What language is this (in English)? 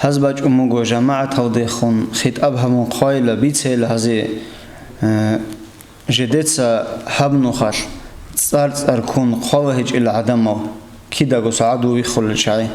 Avaric